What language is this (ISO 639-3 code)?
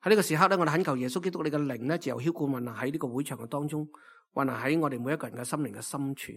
yue